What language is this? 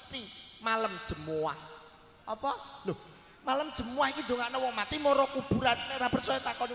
Javanese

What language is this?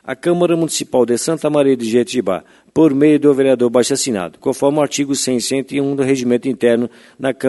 Portuguese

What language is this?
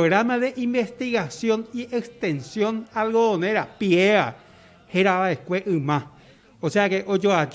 Guarani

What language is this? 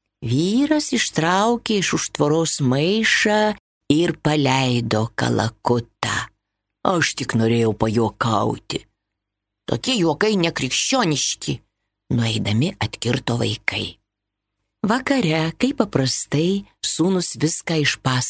Lithuanian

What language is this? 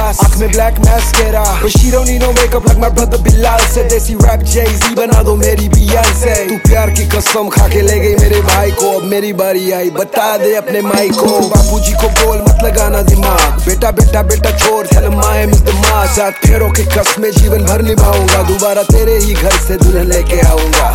Hindi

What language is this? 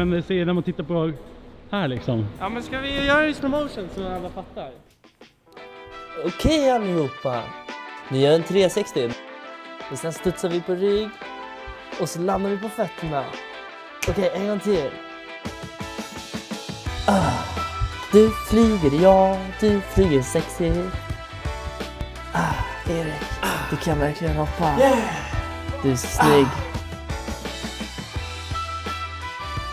Swedish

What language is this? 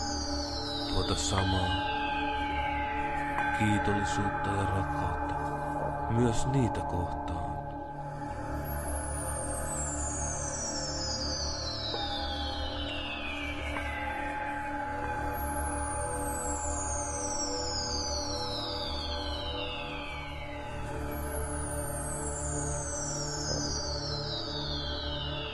Finnish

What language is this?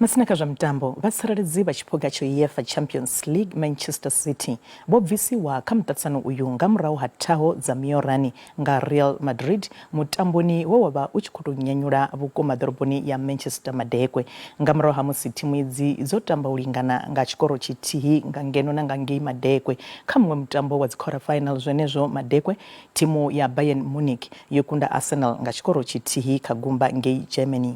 Venda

